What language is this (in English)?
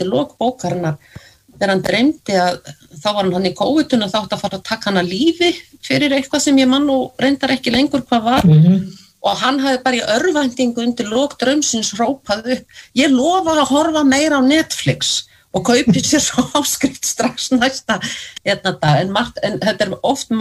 Icelandic